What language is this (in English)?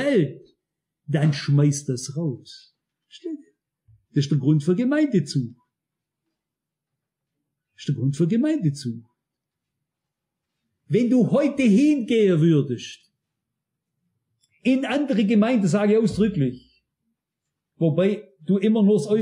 German